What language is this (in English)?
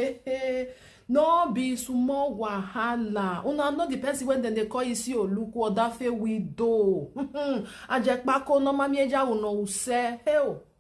Nigerian Pidgin